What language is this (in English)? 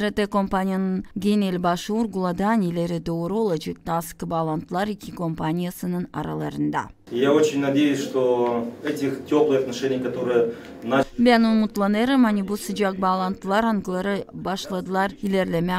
Gagauz